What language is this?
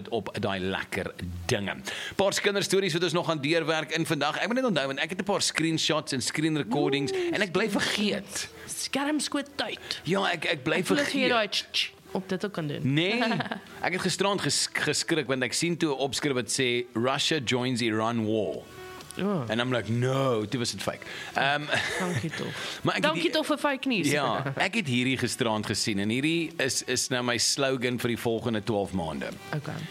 Afrikaans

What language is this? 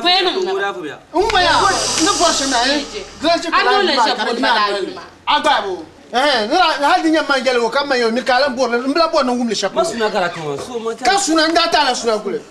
Dagbani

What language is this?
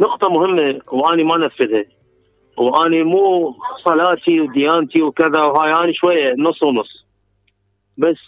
Mesopotamian Arabic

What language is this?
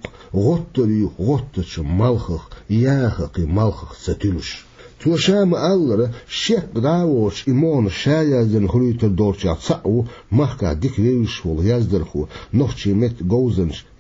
Chechen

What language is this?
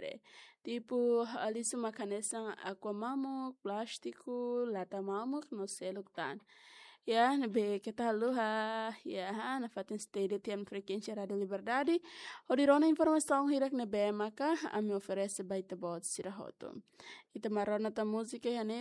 Tetum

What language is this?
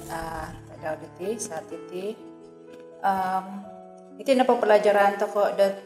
Central Dusun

